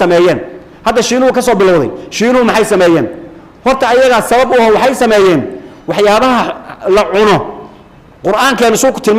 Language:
Somali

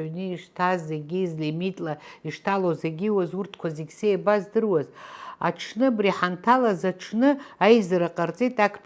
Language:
Abkhazian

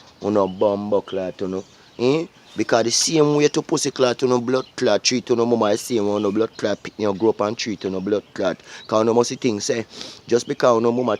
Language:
Jamaican Creole English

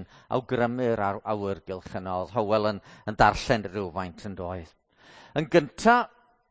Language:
Welsh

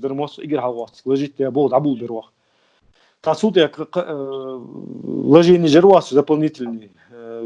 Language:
Ingush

